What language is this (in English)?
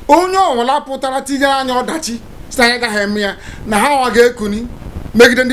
Igbo